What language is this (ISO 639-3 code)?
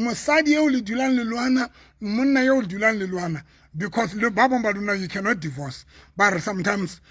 sot